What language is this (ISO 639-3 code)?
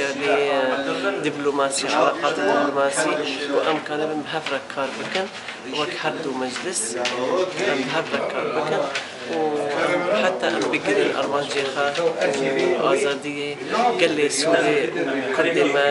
kur